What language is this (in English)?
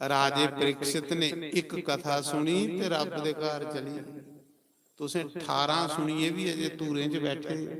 Dogri